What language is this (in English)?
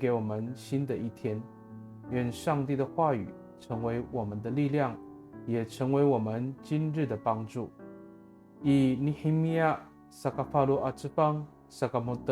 Amis